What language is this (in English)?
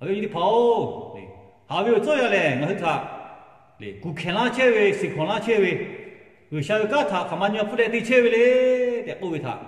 Lahu